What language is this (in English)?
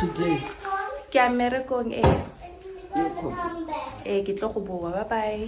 Tswana